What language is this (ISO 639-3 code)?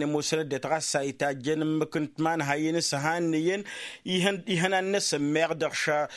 taq